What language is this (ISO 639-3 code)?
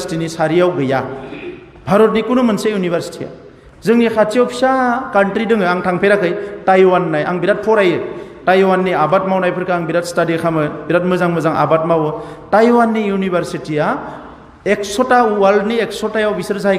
brx